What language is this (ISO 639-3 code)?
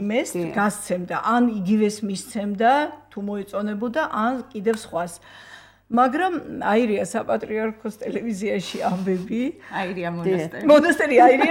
kat